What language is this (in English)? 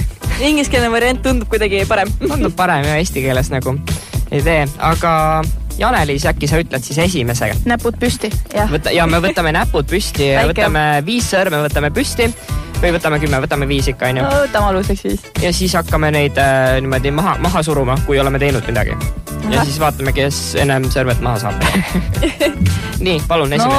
Estonian